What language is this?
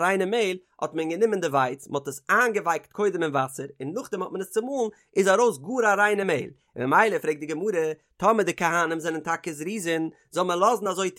Yiddish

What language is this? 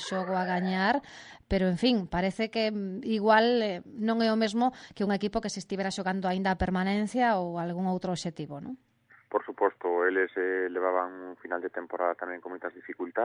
Galician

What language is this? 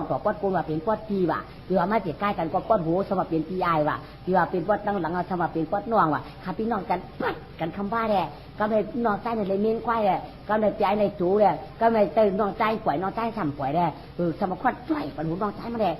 Shan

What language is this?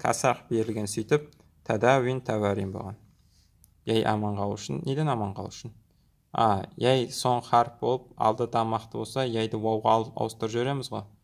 Kazakh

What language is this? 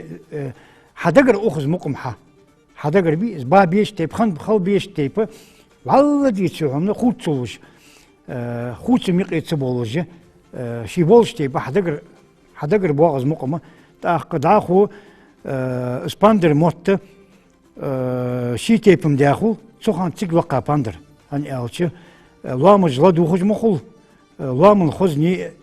Ingush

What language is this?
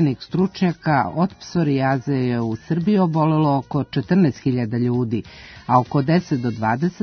Serbian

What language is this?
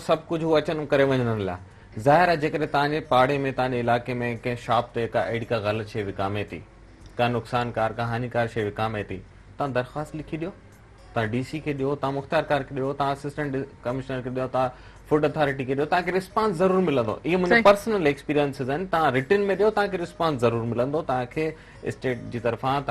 Sindhi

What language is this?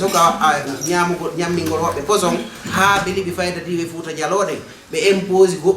Fula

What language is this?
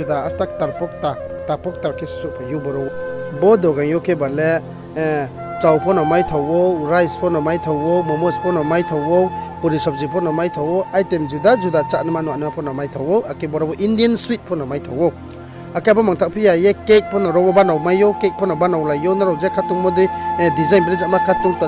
Riang (India)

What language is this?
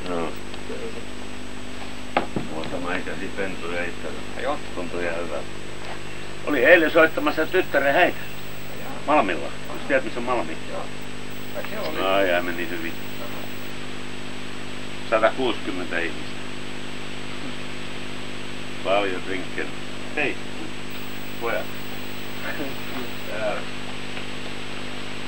Finnish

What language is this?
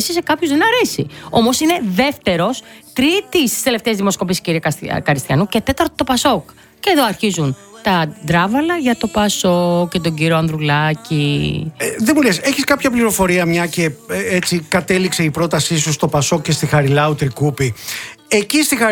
Greek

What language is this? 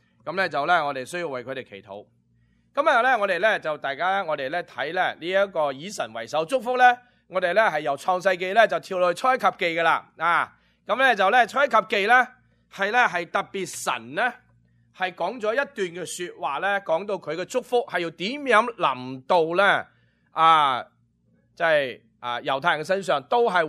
Cantonese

